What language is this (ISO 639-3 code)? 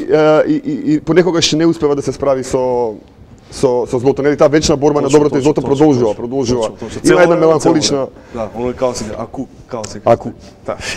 mkd